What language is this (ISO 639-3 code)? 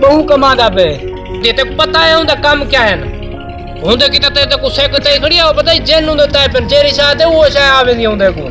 skr